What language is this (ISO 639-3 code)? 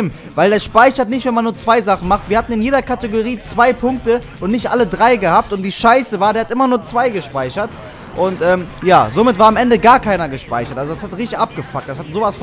deu